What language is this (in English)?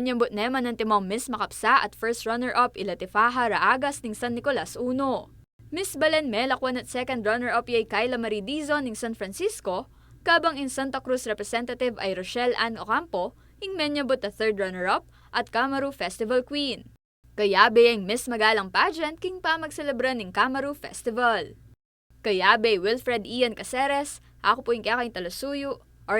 Pampanga